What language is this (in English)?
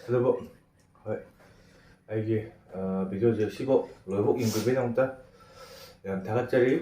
Manipuri